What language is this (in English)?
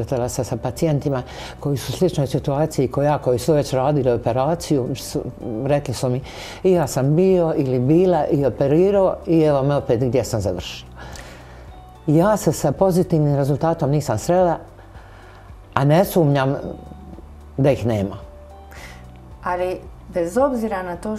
Croatian